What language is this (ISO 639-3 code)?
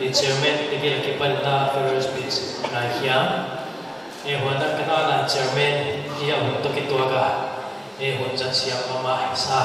pck